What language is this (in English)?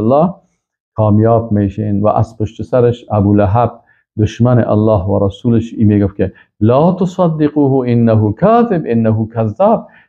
Persian